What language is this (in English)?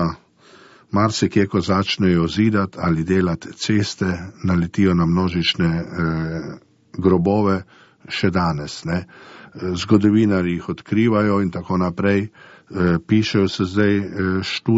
Slovenian